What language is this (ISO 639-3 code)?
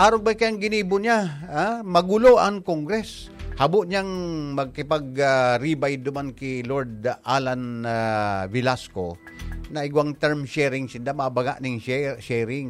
bik